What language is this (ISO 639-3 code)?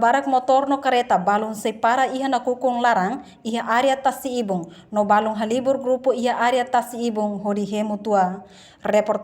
tet